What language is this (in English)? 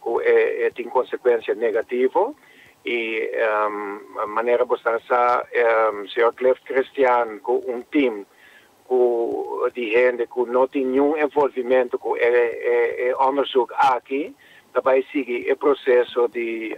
Papiamento